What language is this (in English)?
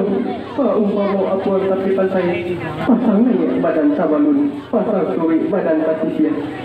Minangkabau